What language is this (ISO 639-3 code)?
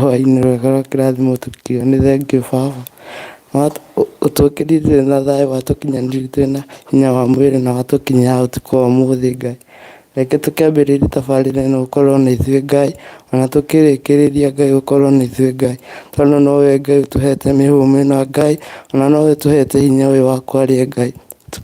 kik